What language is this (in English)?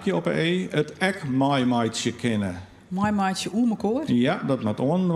Western Frisian